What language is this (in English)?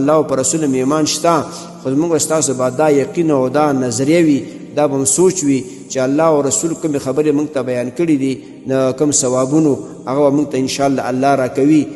Pashto